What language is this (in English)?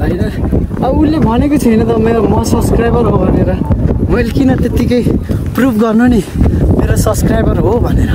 Nepali